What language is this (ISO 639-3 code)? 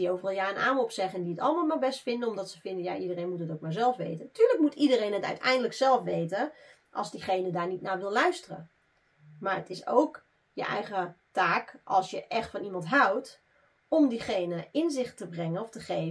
nld